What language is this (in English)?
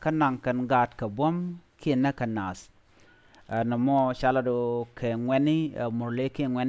Nuer